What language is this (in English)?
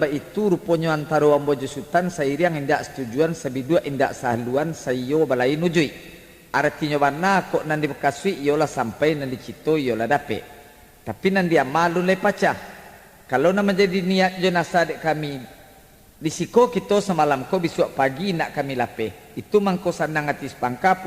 Minangkabau